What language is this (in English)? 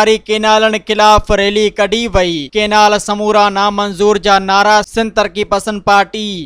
Sindhi